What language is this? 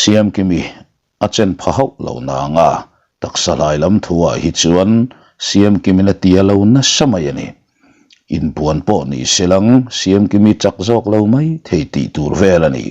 Mizo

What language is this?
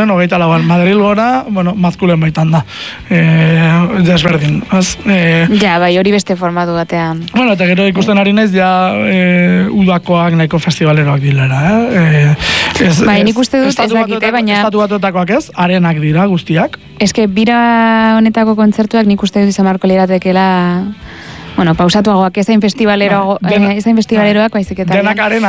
Basque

